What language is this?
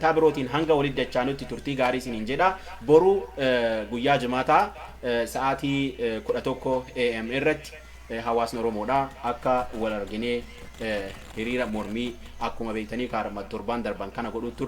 Oromo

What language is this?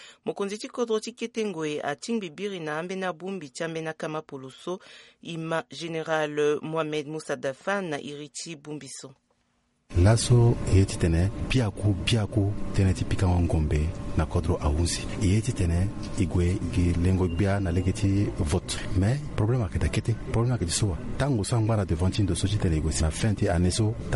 Sango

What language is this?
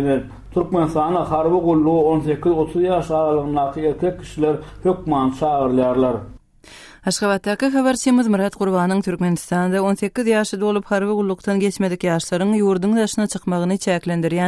Turkmen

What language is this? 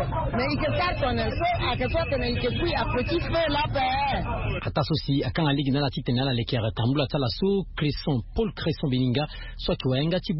Sango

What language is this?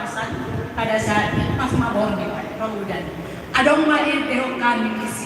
Batak Toba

